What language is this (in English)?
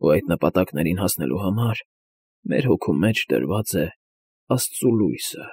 Armenian